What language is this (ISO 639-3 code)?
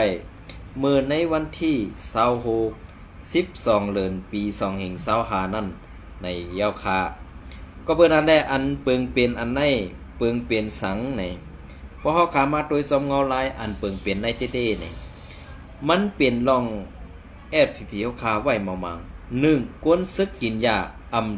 shn